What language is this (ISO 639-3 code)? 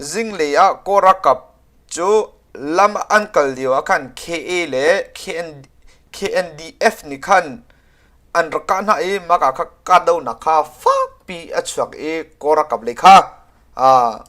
cnh